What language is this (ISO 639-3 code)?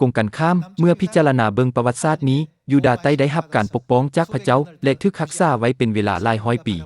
lao